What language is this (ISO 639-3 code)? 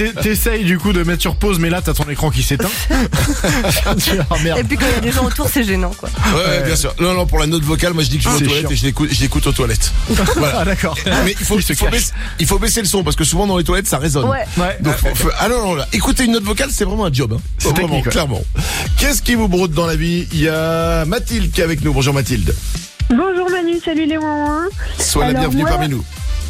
fra